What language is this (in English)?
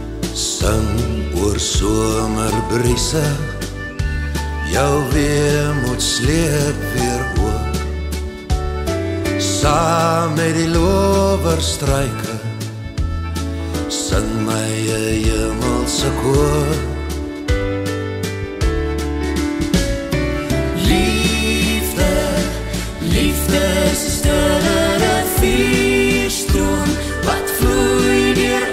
Afrikaans